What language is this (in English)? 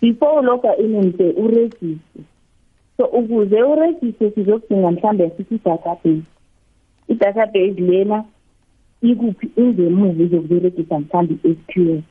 South Ndebele